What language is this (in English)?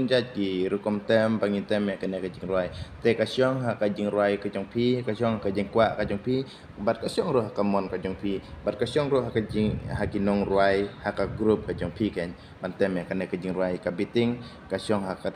Khasi